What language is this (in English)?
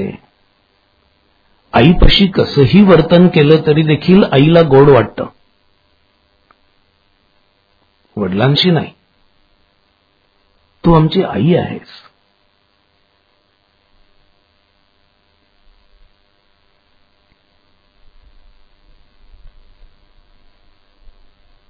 Marathi